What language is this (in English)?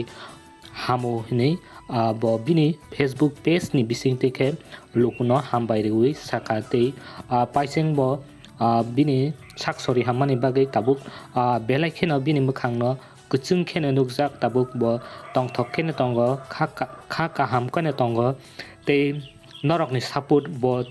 Kok Borok